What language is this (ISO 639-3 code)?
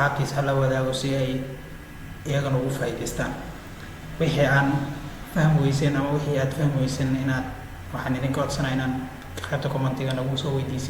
som